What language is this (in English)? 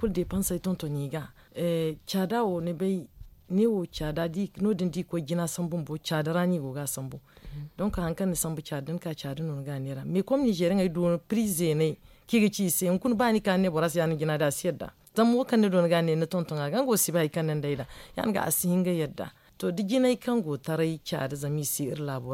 Zarma